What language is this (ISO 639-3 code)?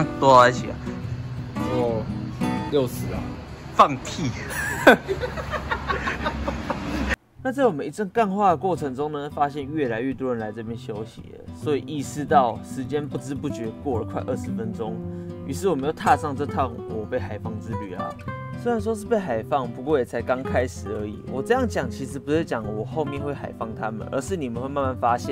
zho